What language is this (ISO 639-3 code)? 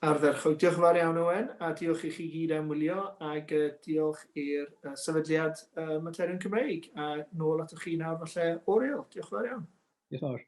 cym